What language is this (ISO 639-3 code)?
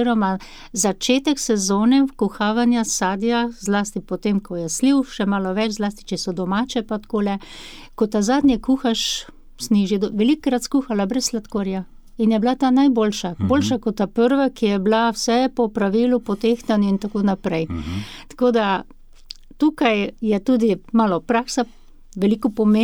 slv